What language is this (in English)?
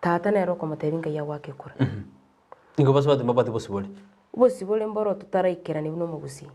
Gusii